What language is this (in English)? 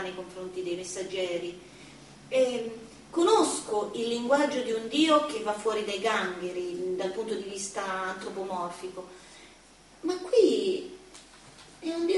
Italian